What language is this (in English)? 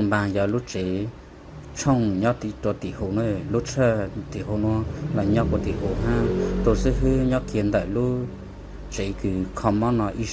Hmong